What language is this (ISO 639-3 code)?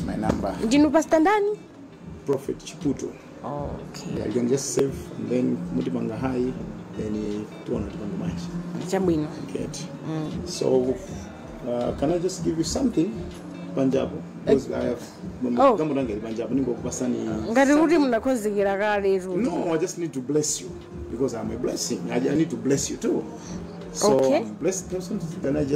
nya